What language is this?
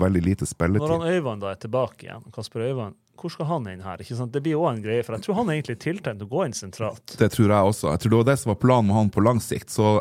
Norwegian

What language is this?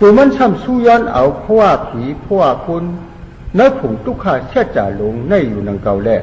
Shan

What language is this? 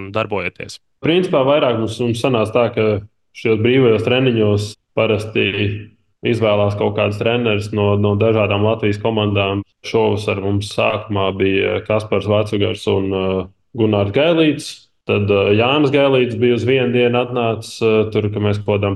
Latvian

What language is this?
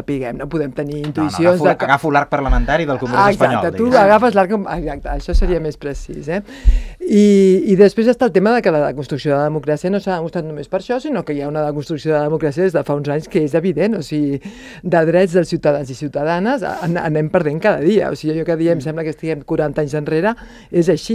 Catalan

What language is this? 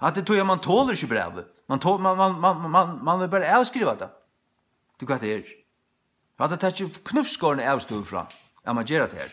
Faroese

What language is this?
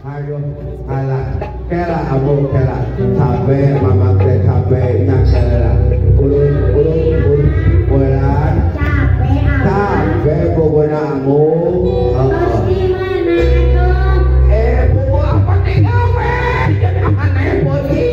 Sundanese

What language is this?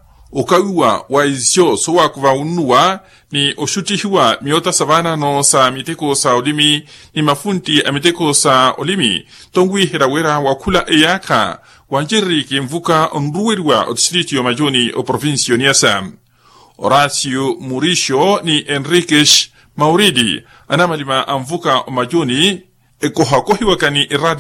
Makhuwa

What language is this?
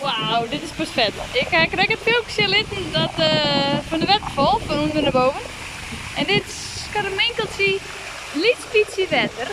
Western Frisian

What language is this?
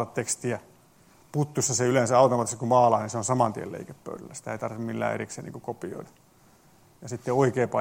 Finnish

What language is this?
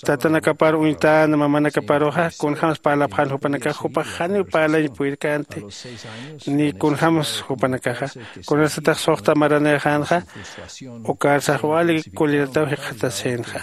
Aymara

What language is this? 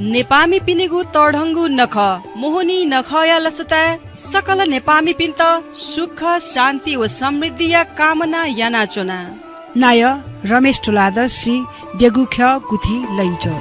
Newari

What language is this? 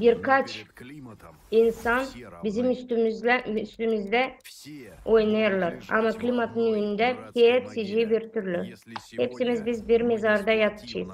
Gagauz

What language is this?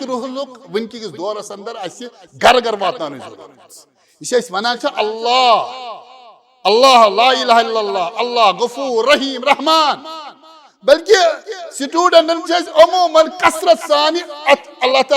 Kashmiri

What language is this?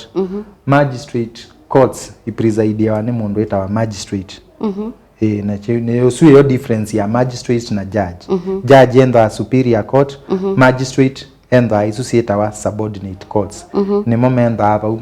Kamba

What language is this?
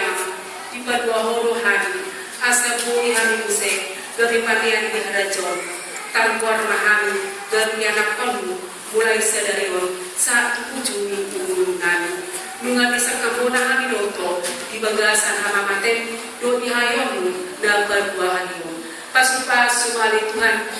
Batak Toba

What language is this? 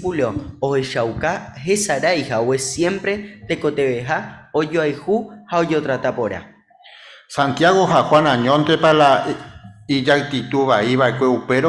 Guarani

